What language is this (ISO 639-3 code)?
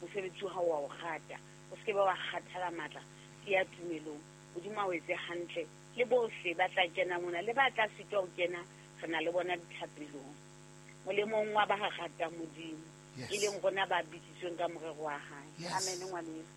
sot